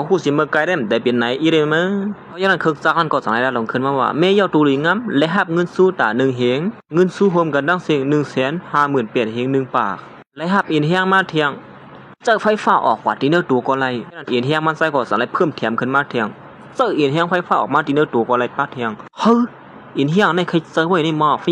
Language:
Shan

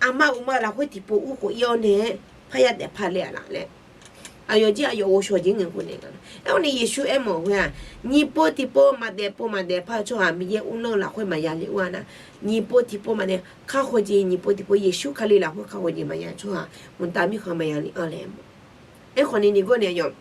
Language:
Akha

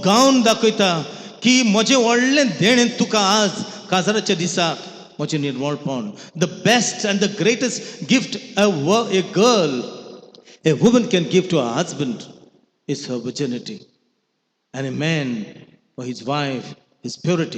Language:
Konkani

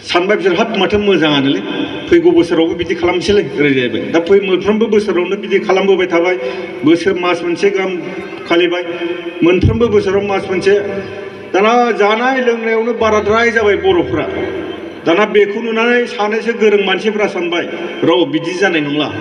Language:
Bodo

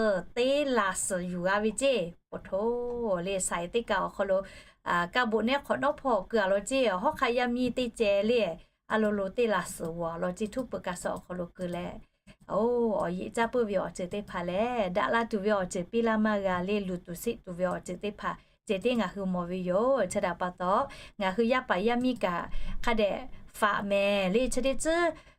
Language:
Lahu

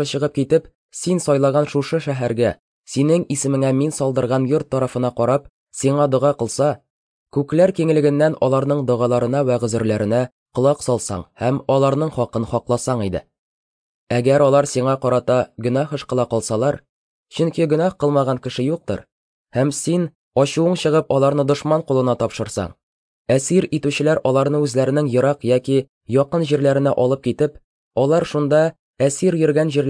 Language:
Tatar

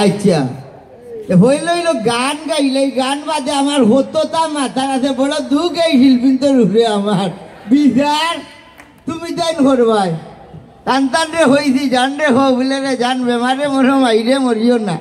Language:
Sylheti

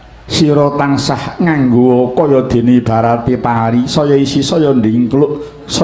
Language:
Javanese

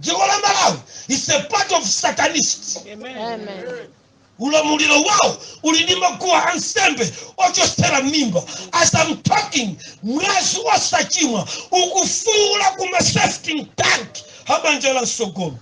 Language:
Nyanja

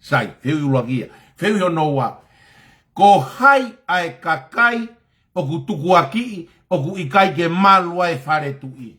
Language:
Tongan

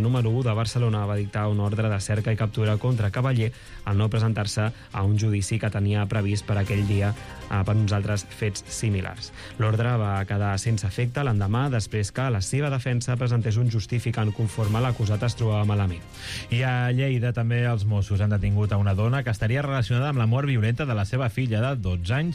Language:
Catalan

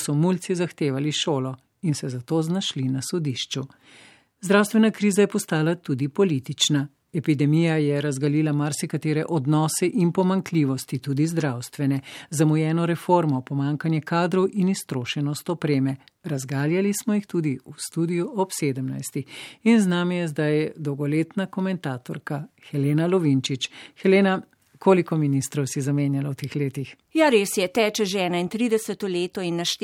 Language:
Slovenian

